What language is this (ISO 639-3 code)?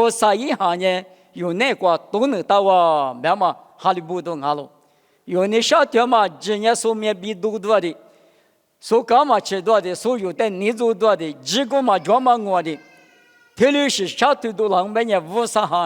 lis